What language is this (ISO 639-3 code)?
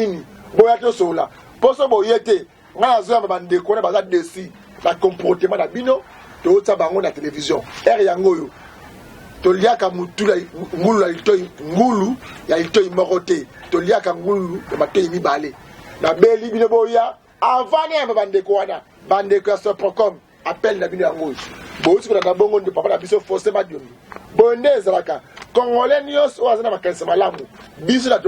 lin